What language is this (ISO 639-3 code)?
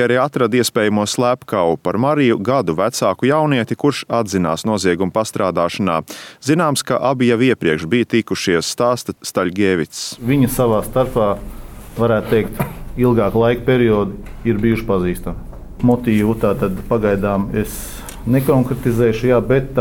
lav